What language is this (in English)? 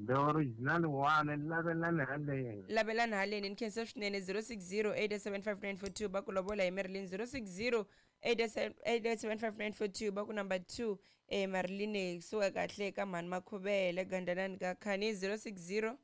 Tsonga